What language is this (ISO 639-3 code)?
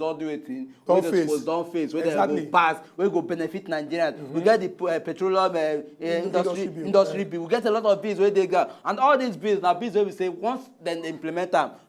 pcm